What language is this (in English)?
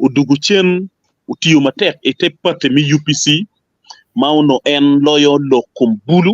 Acoli